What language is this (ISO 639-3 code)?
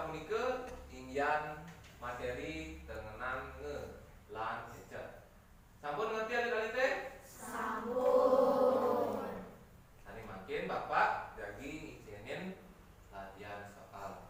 ban